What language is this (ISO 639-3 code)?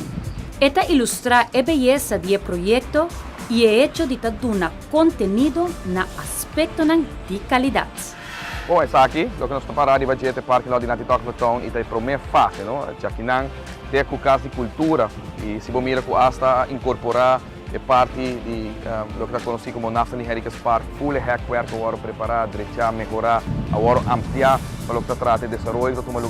pap